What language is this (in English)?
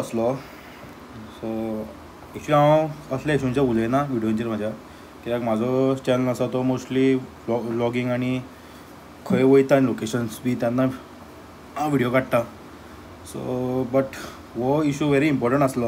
Konkani